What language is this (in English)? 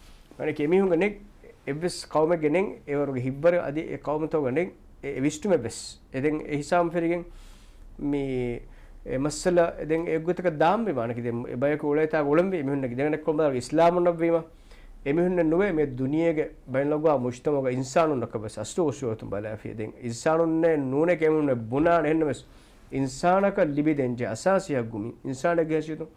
Divehi